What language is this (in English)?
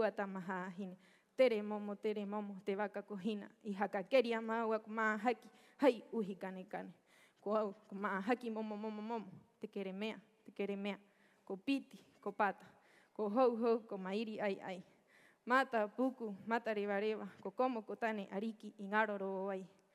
Rapanui